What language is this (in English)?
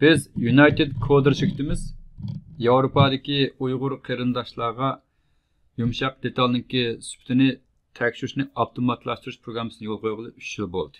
Uyghur